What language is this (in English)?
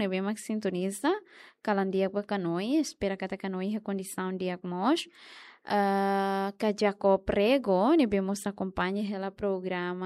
Tetum